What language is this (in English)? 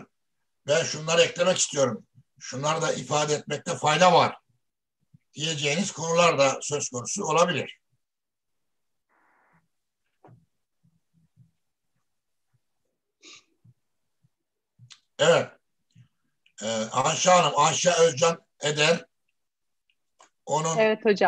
Turkish